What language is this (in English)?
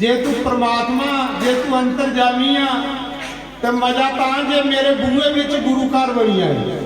Dogri